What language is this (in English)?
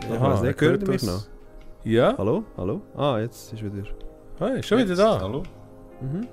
Swiss German